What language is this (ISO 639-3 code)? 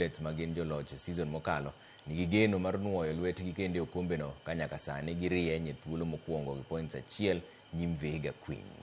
luo